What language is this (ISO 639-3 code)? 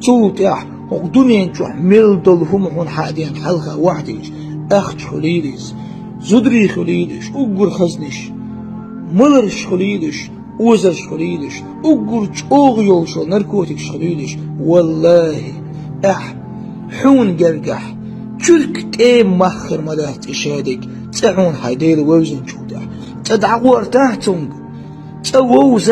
che